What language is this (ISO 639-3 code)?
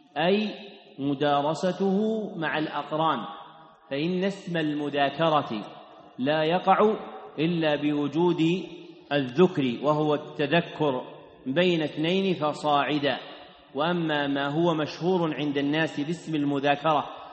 ara